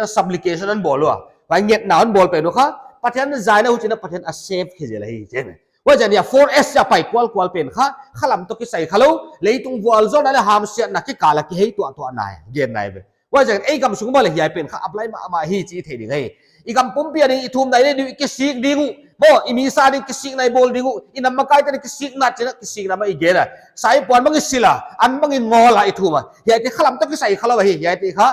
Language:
Paite Chin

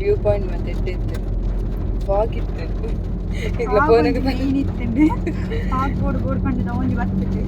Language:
Tulu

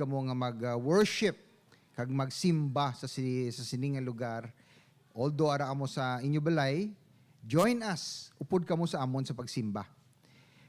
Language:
Hiligaynon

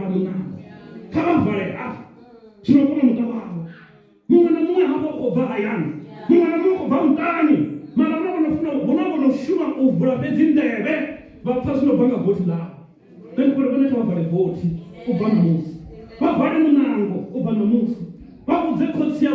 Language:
Venda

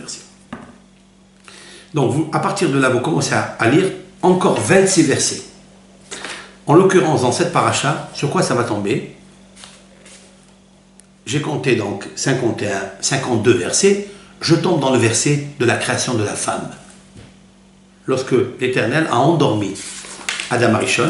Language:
French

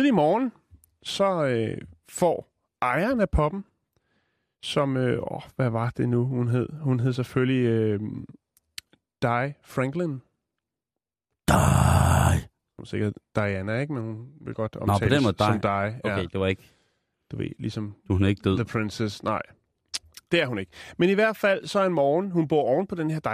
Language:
Danish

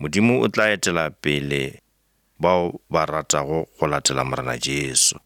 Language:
Northern Sotho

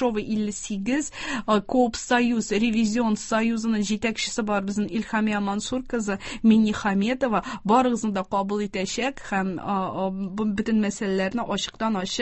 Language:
Tatar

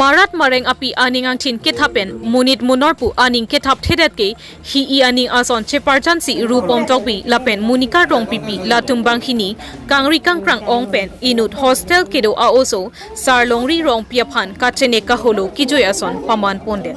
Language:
Karbi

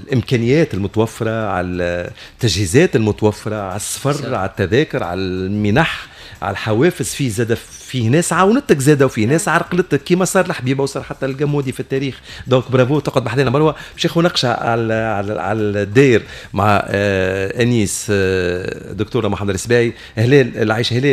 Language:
Tunisian Arabic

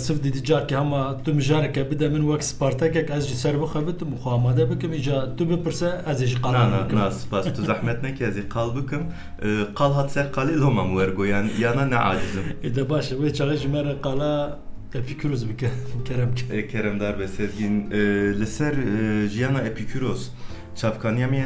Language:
Kurdish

